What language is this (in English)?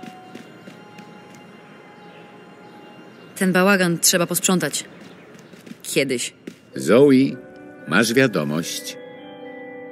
Polish